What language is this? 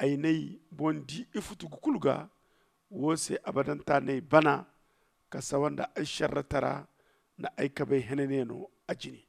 Zarma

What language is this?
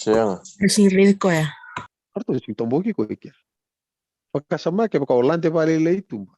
Fijian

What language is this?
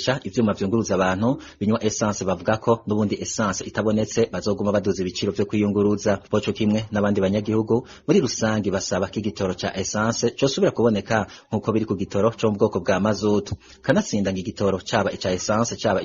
Rundi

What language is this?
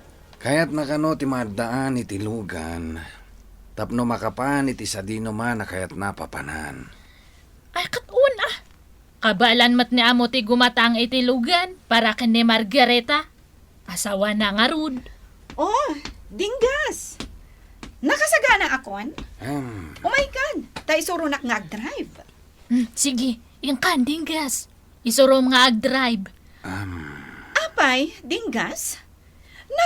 Iloko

